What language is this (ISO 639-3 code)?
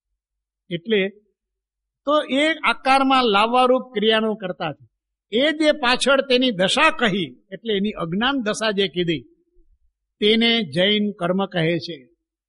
guj